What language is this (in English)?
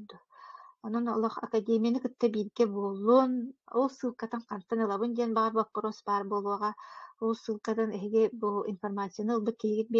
Yakut